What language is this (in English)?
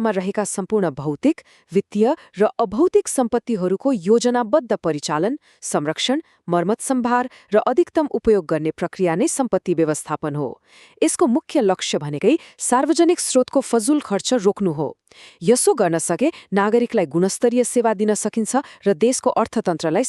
Nepali